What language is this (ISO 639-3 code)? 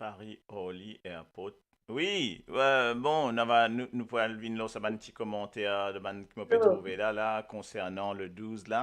mfe